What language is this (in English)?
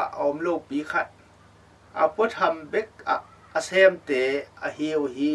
Tedim Chin